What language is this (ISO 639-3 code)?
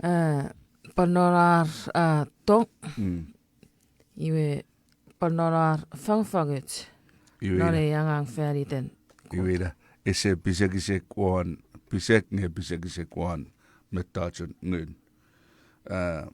chk